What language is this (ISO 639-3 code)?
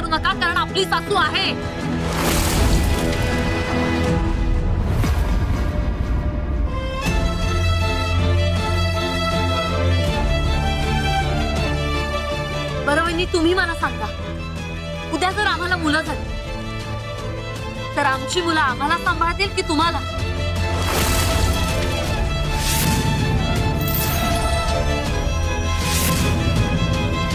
mar